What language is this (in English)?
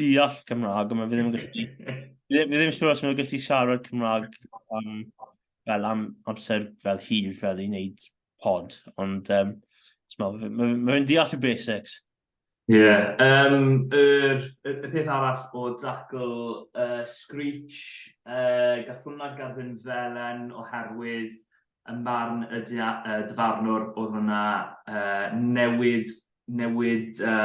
Welsh